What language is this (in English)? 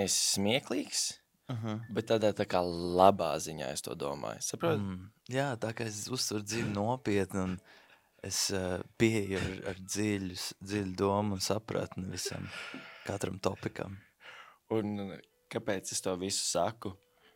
Latvian